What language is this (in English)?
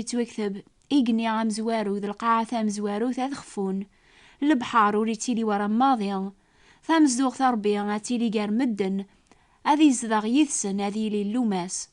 Kabyle